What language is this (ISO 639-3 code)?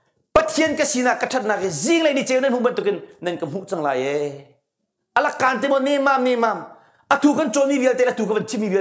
cnh